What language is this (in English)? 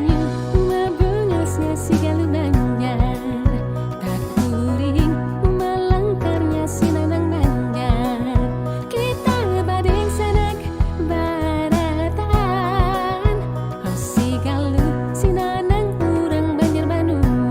Banjar